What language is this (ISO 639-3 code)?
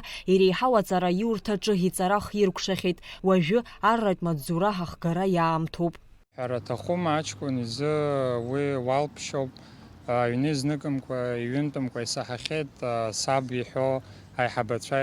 abk